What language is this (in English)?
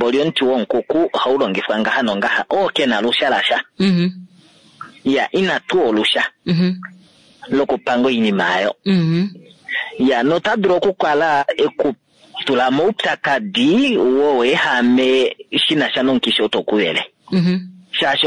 Kuanyama